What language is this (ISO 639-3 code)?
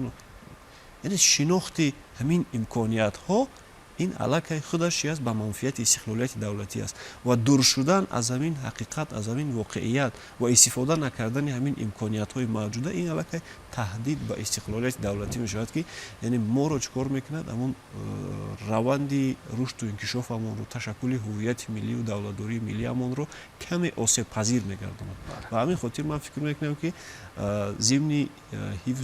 tgk